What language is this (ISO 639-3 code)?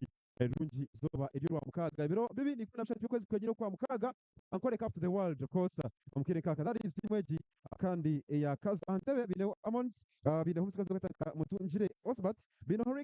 nyn